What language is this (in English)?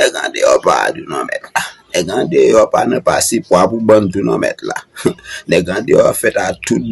Haitian Creole